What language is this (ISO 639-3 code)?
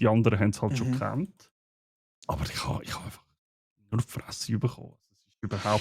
gsw